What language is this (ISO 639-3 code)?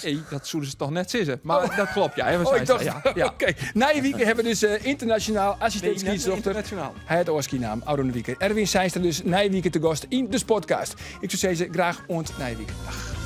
fry